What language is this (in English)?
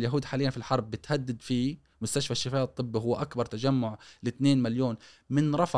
Gulf Arabic